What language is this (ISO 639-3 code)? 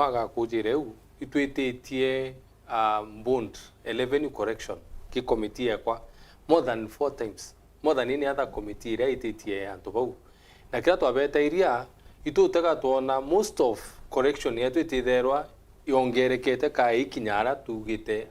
mer